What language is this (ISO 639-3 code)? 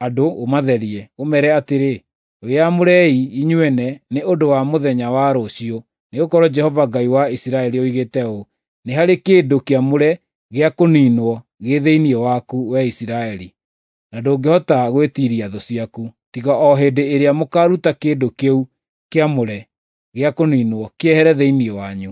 kik